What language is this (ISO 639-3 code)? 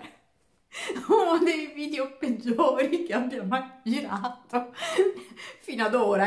ita